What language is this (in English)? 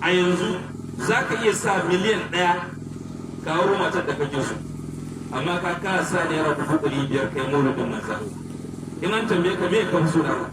Hausa